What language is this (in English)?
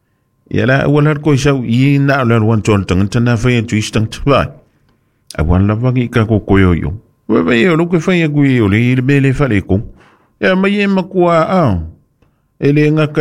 Samoan